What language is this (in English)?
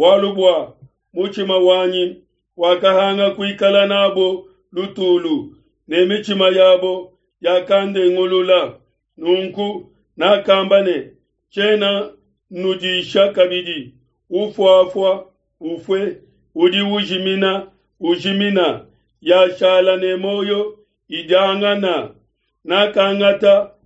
Luba-Lulua